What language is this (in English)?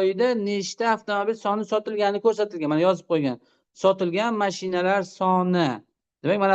Uzbek